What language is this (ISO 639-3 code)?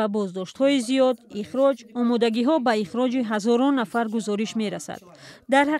tgk